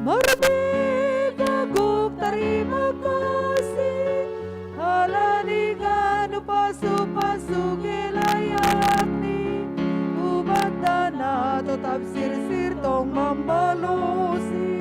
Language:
Batak Simalungun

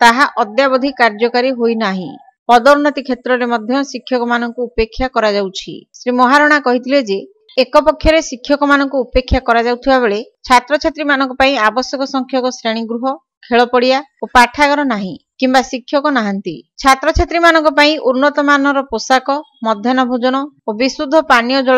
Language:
Odia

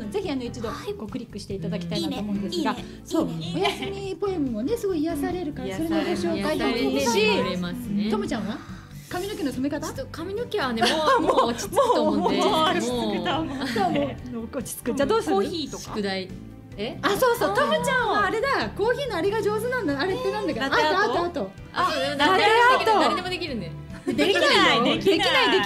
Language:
Japanese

